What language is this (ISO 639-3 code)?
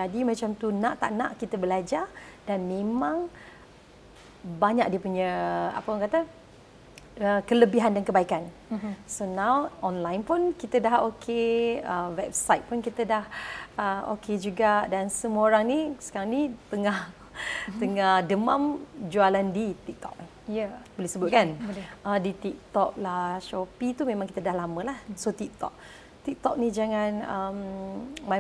msa